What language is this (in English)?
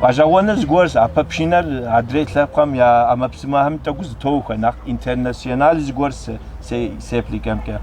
Kabardian